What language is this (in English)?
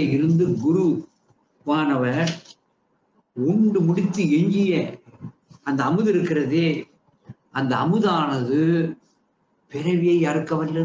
Tamil